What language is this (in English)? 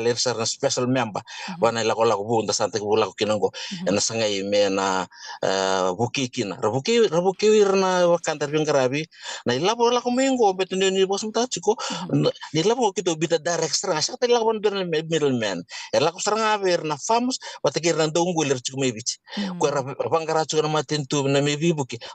Fijian